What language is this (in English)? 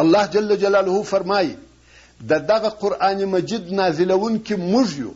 Pashto